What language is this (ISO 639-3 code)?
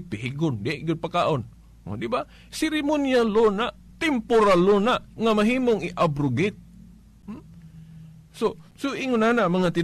ceb